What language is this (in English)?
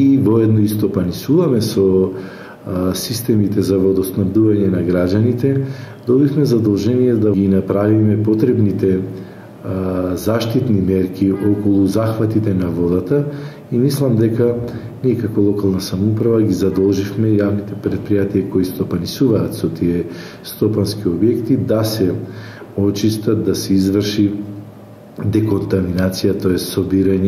Macedonian